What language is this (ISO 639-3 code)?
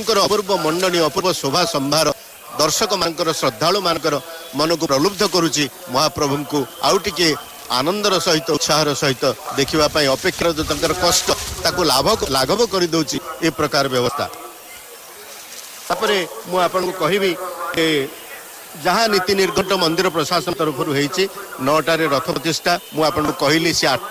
ori